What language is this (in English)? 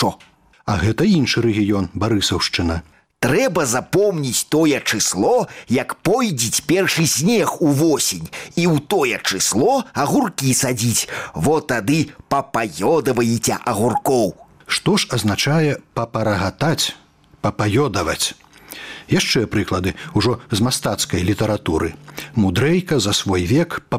Belarusian